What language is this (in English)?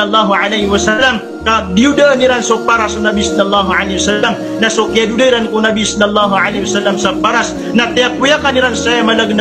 Maranao